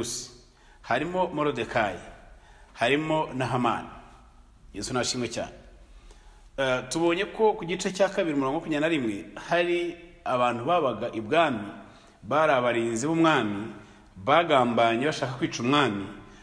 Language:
Kinyarwanda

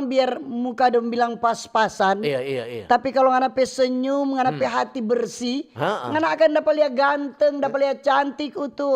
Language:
Manado Malay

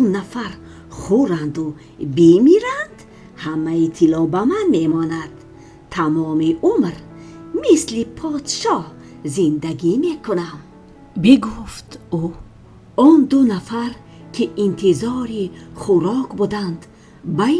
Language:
Tajik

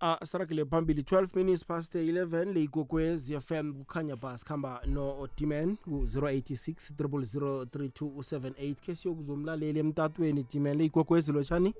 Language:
South Ndebele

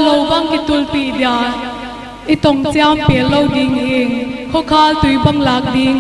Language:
Paite Chin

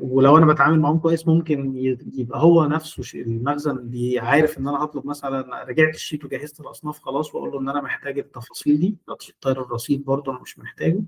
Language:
Egyptian Arabic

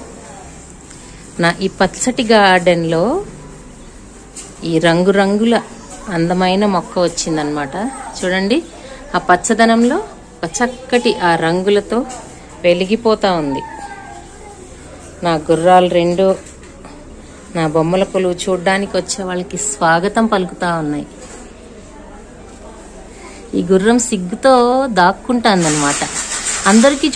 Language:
Telugu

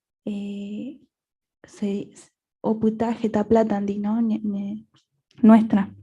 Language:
Guarani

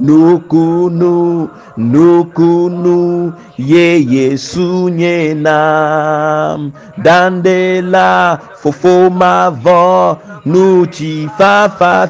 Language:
Ewe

